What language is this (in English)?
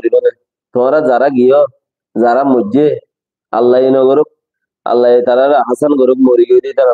Rohingya